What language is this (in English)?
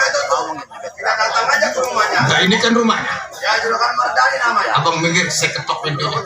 Betawi